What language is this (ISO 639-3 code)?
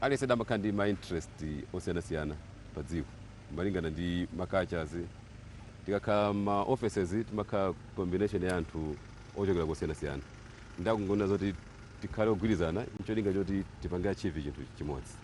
nya